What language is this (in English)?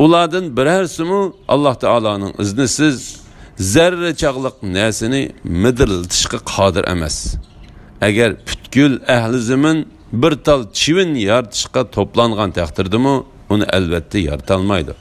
Uyghur